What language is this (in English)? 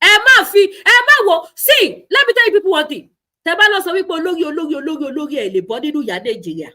Yoruba